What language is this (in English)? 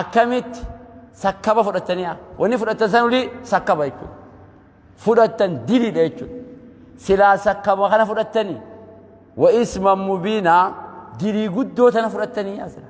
Oromo